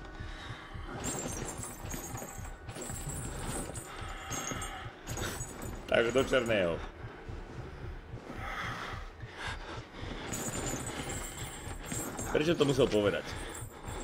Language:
Slovak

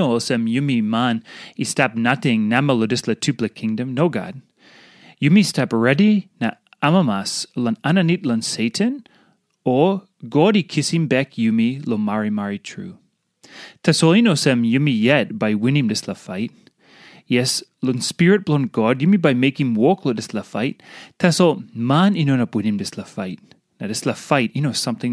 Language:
Tok Pisin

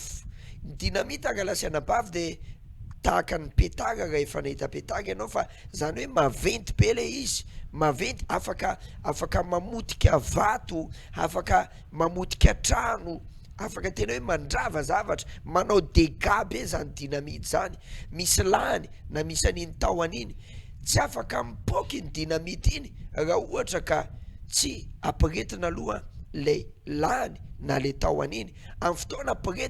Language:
Malagasy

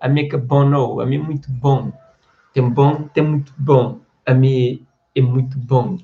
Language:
Kabuverdianu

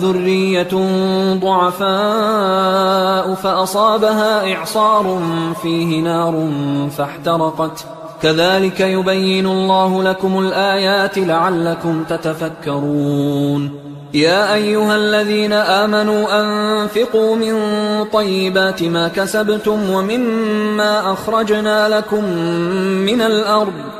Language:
Arabic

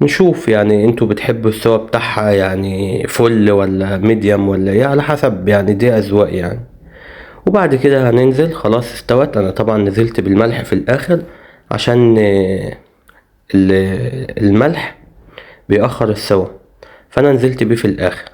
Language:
Egyptian Arabic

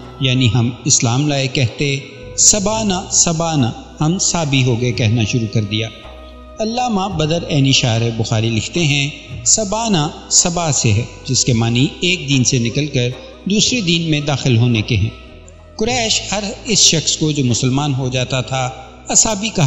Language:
Urdu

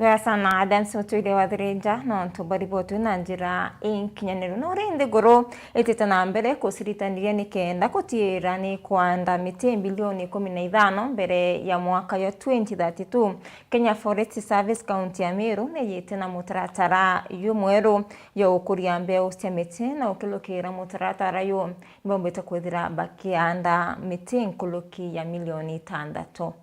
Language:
Meru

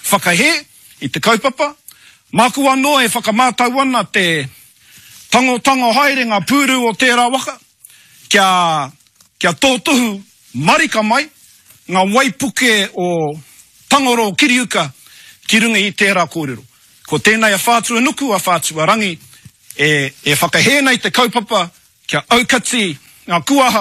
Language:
Māori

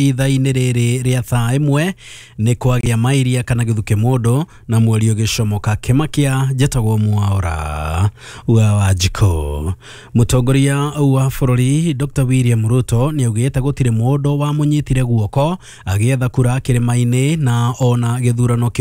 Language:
Kikuyu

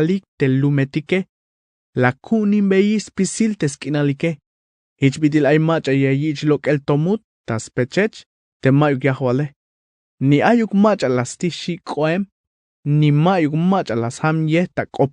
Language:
Tzeltal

